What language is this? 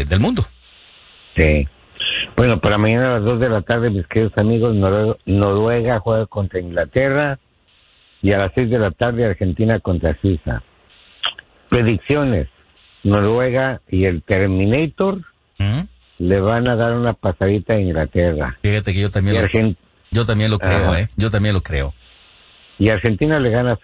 Spanish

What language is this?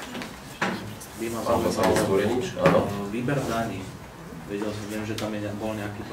Slovak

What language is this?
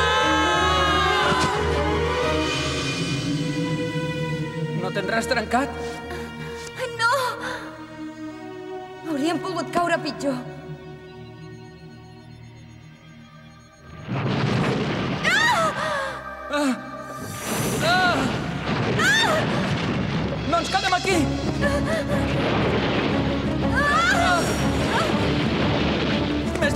Catalan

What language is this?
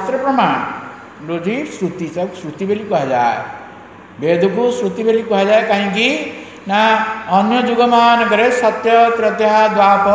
Odia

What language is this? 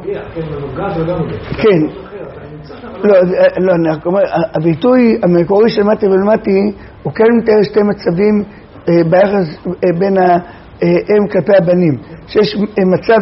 Hebrew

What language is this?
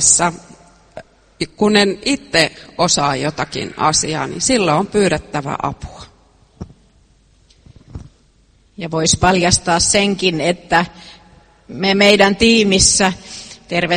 Finnish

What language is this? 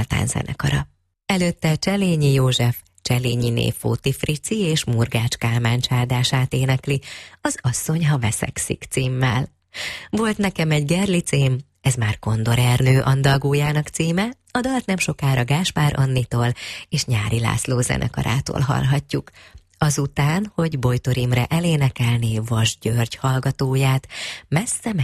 Hungarian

